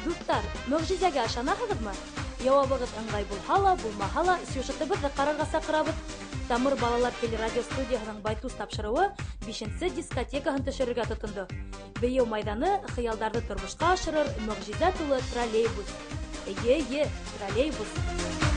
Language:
Bashkir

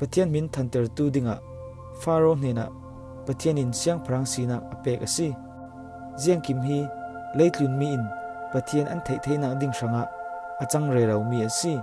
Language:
Falam Chin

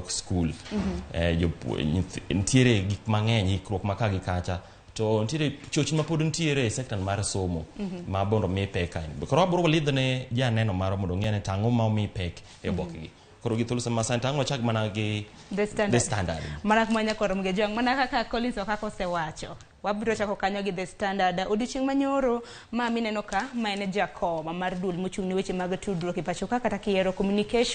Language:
Luo (Kenya and Tanzania)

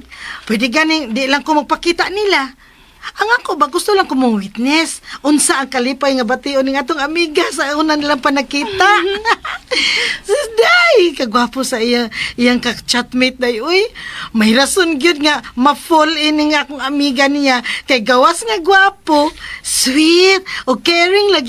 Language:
Cebuano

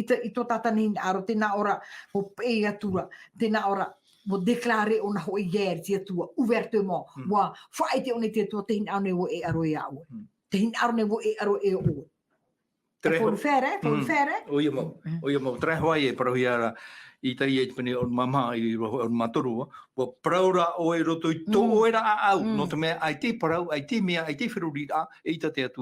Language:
Tahitian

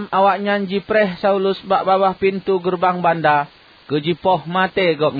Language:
Achinese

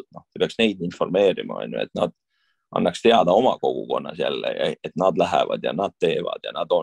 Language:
Estonian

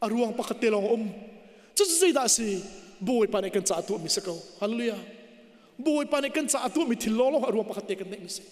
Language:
Hakha Chin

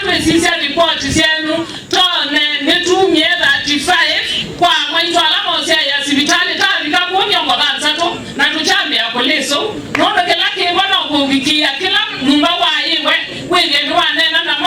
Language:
Kamba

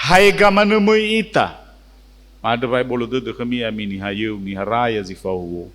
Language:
Nias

